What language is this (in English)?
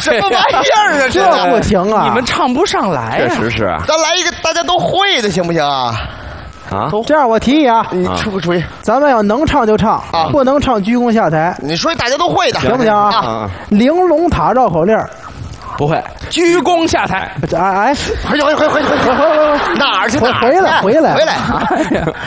Chinese